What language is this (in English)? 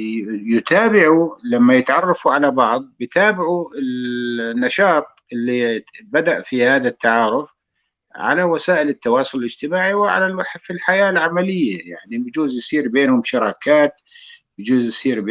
North Levantine Arabic